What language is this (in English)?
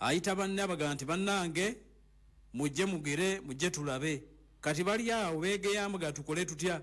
Ganda